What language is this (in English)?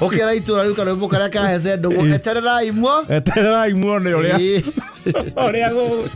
Kikuyu